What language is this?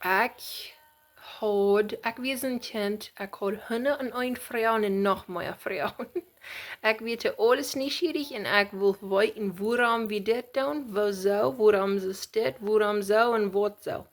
Plautdietsch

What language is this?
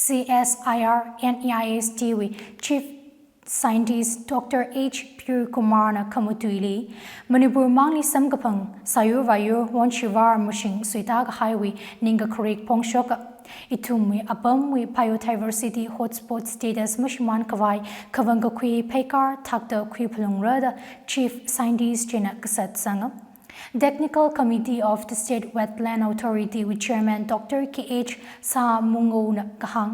Tangkhul Naga (India)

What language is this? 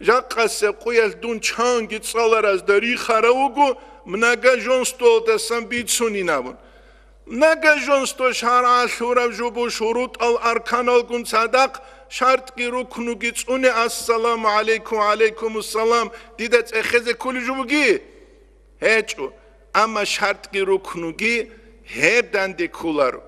Avaric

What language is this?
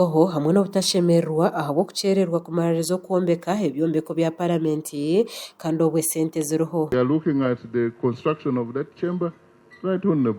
Nyankole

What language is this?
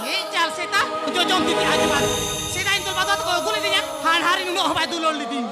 Santali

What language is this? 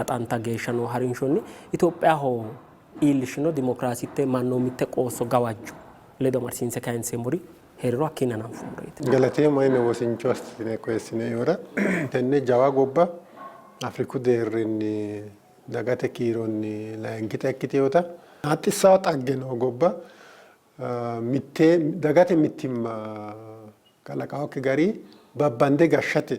Sidamo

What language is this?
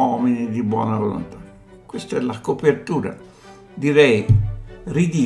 Italian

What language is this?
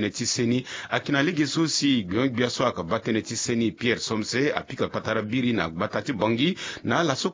Sango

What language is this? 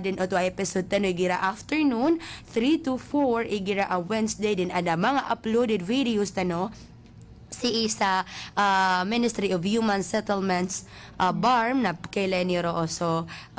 Maranao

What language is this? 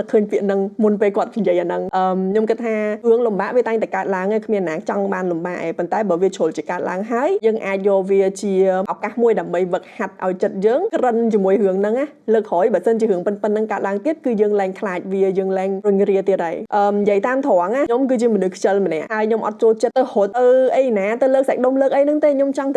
Khmer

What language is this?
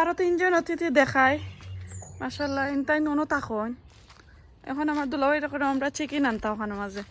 Sylheti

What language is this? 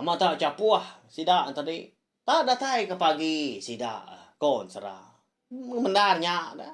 Iban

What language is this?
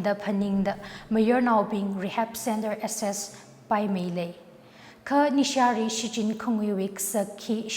Tangkhul Naga (India)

